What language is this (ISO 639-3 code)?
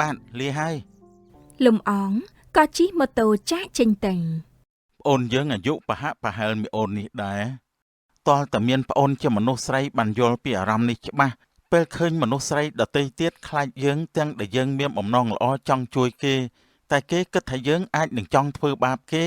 khm